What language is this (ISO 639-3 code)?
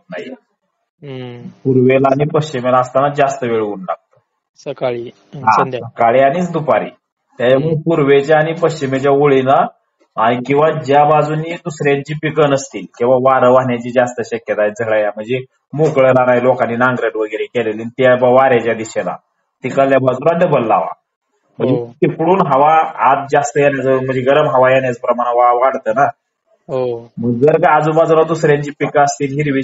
mar